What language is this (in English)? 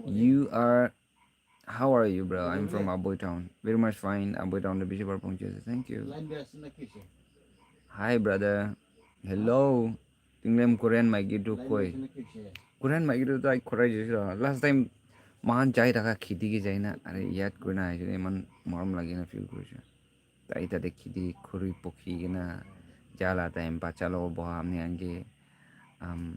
Naga Pidgin